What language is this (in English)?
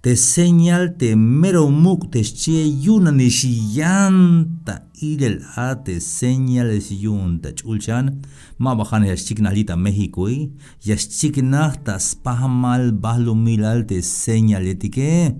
Tzeltal